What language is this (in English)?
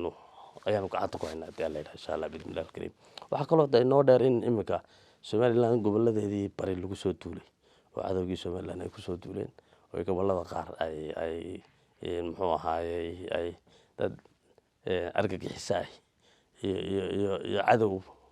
Somali